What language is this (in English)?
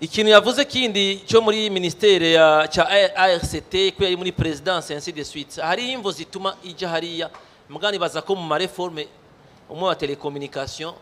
Rundi